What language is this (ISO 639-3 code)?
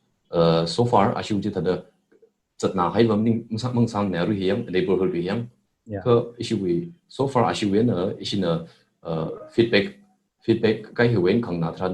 nmf